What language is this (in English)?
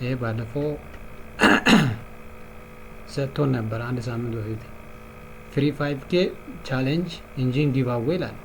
Amharic